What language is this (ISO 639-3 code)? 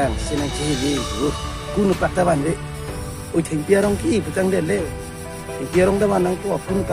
mjw